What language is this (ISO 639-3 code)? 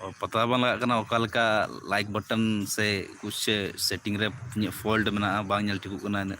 sat